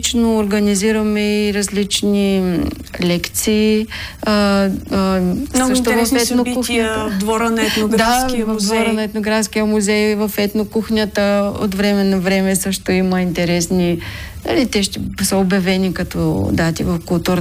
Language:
Bulgarian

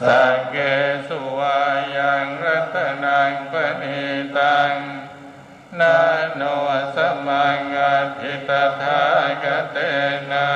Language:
Pali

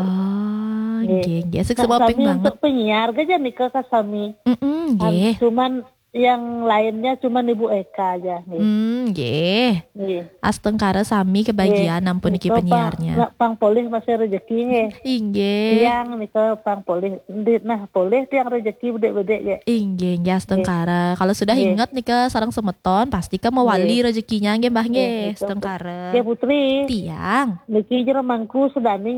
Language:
Balinese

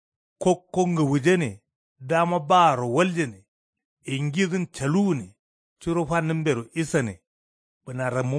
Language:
Kanuri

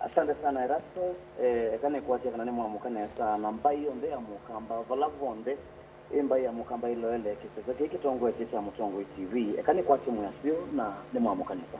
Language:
Kamba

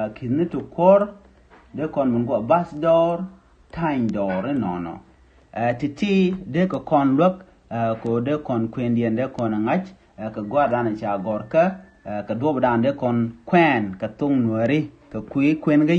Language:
Nuer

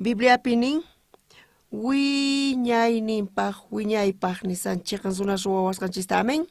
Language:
South Bolivian Quechua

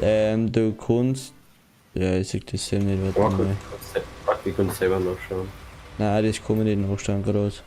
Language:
Bavarian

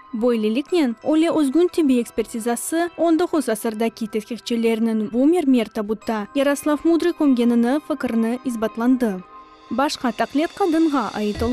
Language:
Crimean Tatar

